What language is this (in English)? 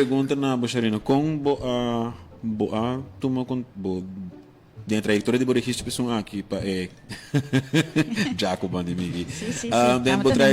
Papiamento